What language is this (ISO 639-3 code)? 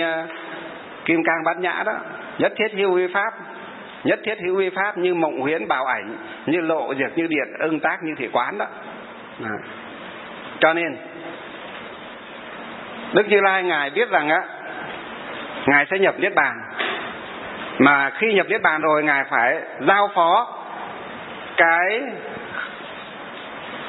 vie